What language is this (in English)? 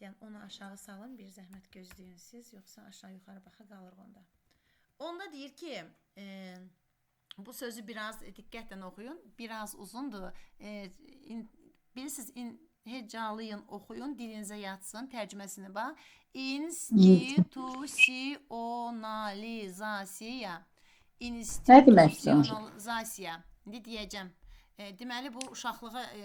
Azerbaijani